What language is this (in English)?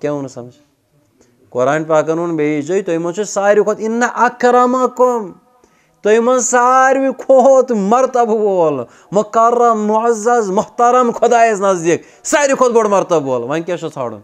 Kashmiri